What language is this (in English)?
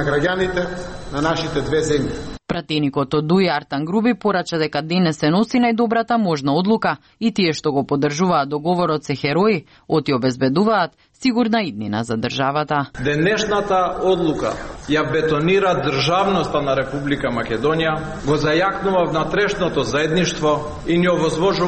Macedonian